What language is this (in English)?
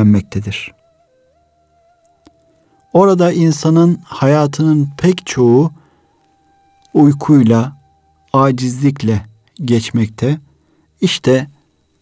Turkish